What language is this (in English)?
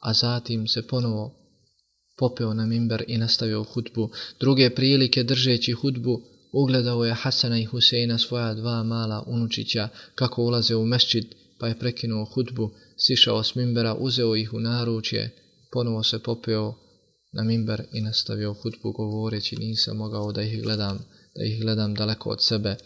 Bosnian